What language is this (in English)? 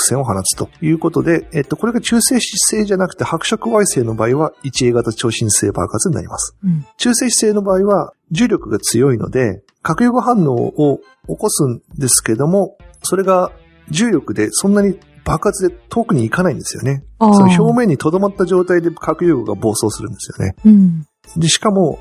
Japanese